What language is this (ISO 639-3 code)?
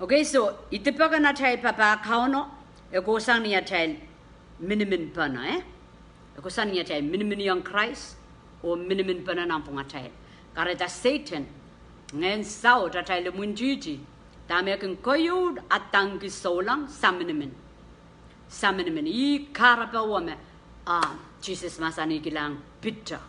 pon